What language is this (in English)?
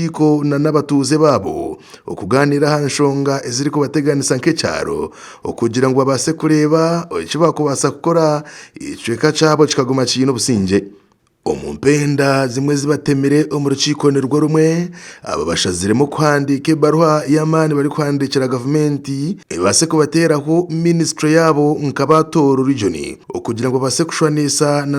Nyankole